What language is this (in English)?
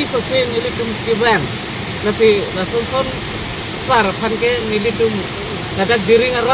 Karbi